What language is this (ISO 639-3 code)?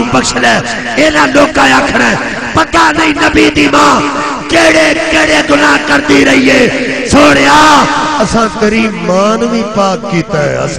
lah